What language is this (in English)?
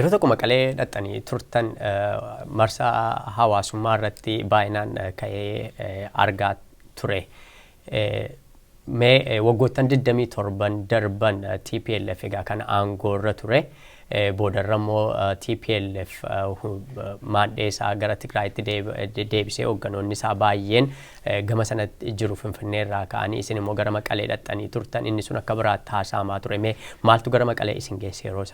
Oromo